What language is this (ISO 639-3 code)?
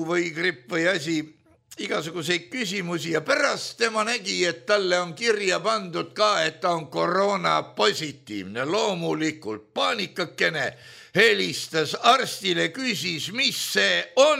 est